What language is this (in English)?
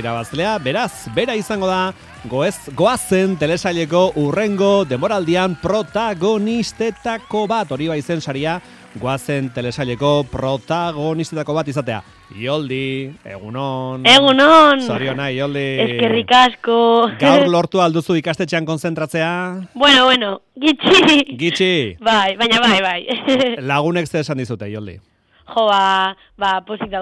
Basque